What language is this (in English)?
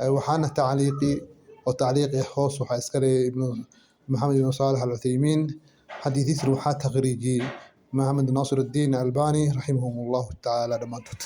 Somali